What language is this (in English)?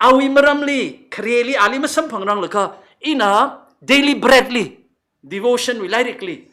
Tangkhul Naga (India)